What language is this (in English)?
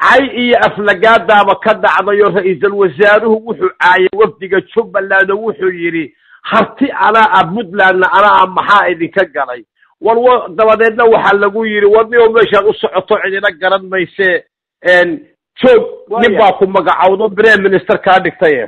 Somali